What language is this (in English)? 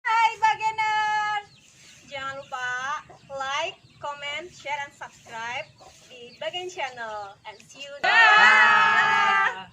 Betawi